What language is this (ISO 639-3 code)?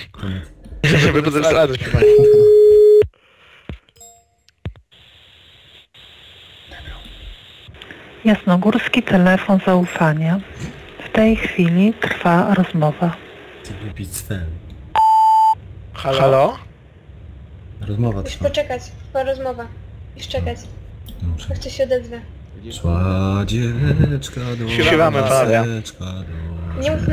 pol